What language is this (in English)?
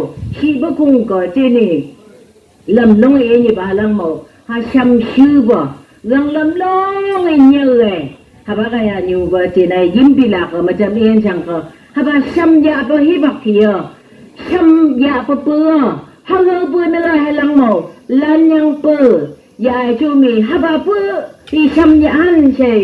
Phom Naga